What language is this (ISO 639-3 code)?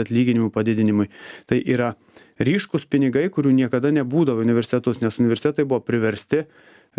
lit